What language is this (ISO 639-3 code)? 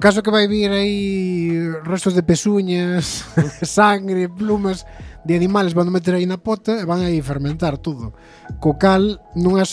glg